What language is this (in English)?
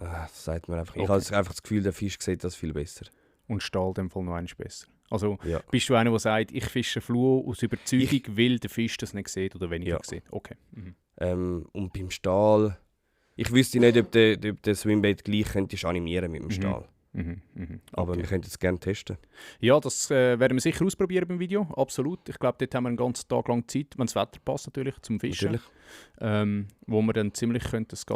Swiss German